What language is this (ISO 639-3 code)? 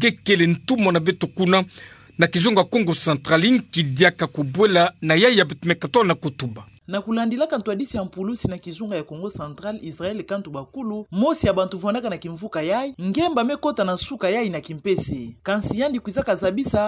ktu